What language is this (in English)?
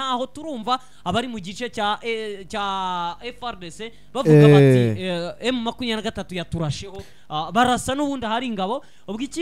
Kinyarwanda